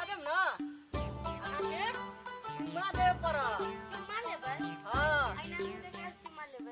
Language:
Maithili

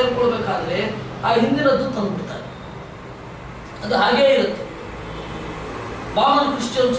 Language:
Kannada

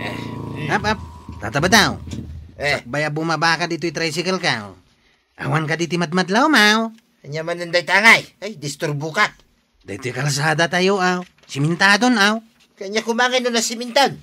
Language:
Iloko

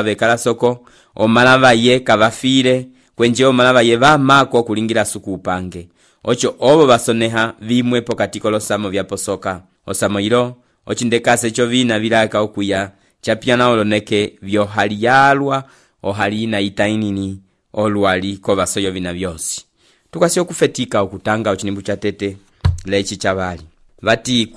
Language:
Umbundu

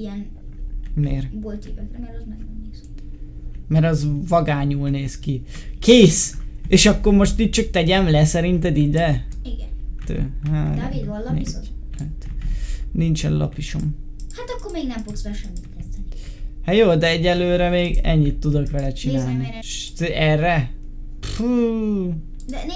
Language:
Hungarian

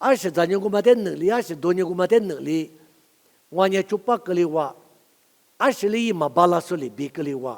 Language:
Lisu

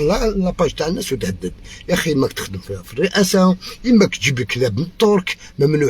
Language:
Algerian Arabic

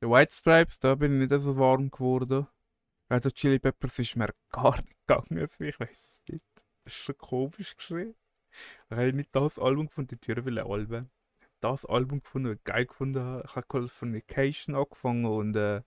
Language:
Swiss German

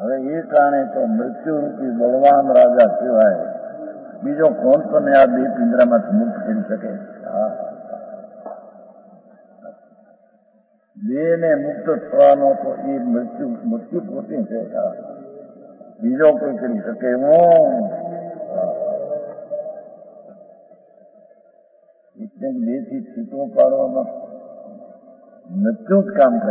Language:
Gujarati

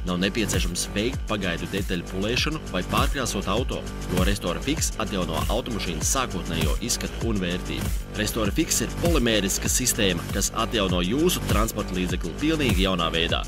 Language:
Latvian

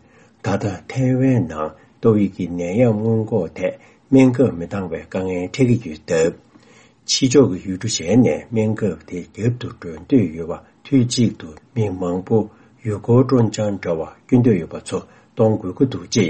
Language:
Tibetan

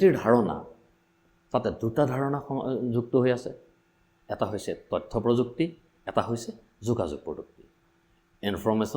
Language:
Assamese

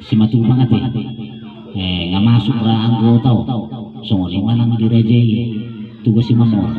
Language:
Batak Toba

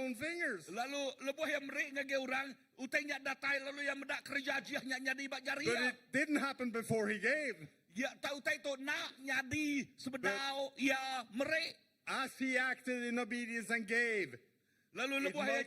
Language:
Iban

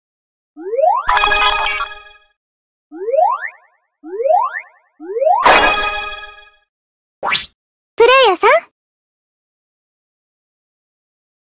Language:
Japanese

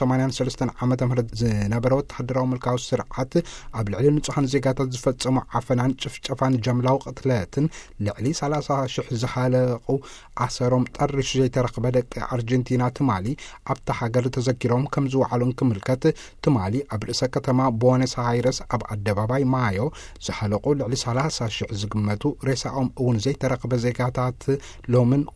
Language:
Tigrinya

